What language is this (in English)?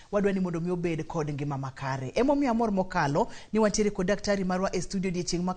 Luo (Kenya and Tanzania)